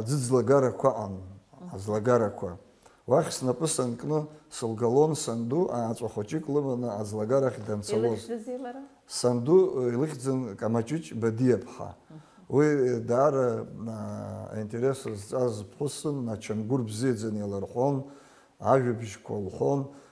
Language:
Abkhazian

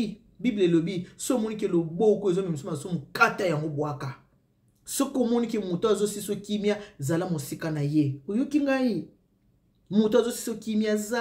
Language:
Lingala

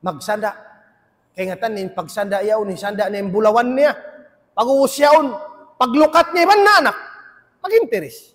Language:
Tausug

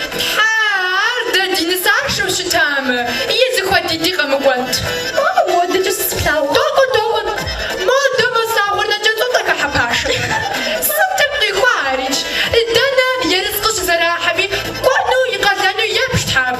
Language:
Kabardian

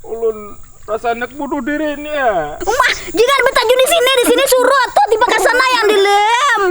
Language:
Banjar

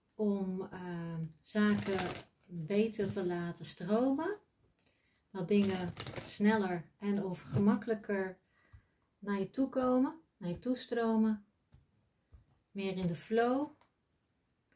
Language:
Dutch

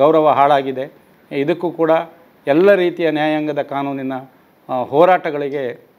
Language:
Kannada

